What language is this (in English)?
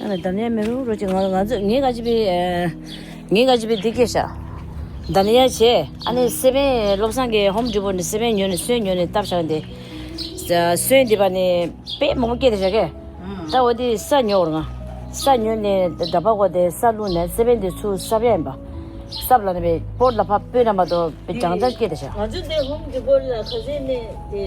Tibetan